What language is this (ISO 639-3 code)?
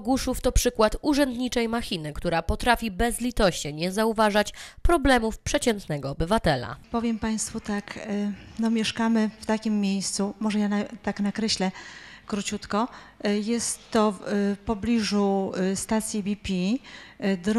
pol